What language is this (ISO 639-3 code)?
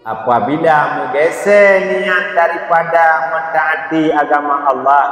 ace